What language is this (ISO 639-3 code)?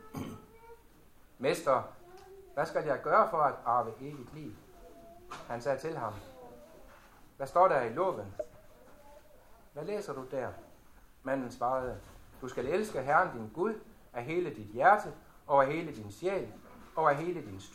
dan